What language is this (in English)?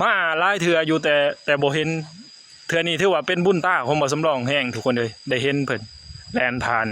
Northeastern Thai